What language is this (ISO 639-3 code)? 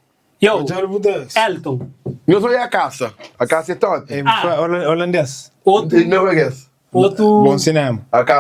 kea